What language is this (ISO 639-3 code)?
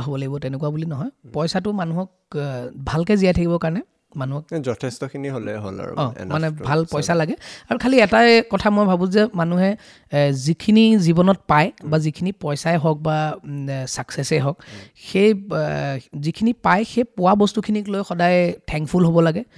asm